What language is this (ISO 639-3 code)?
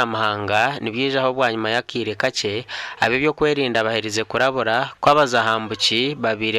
nyn